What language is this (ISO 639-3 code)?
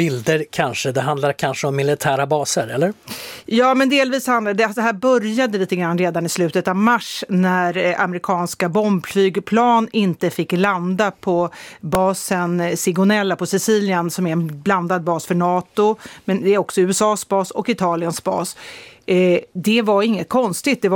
swe